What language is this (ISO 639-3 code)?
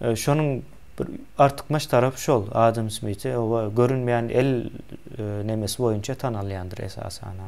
tuk